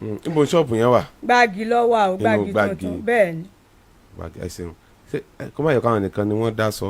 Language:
Yoruba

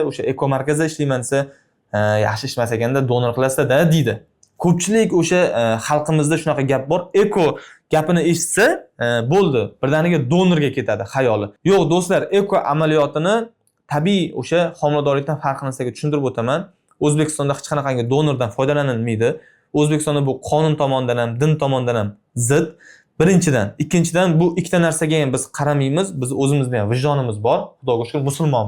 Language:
Uzbek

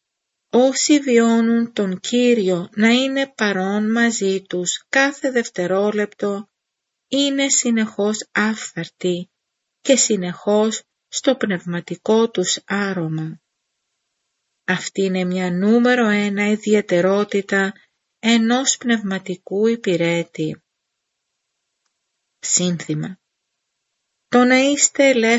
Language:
Greek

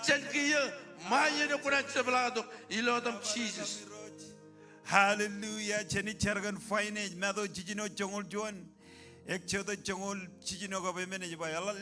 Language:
Marshallese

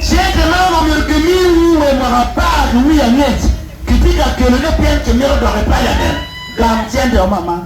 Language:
Acoli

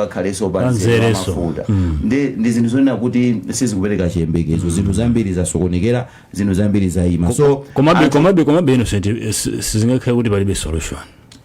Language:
Nyanja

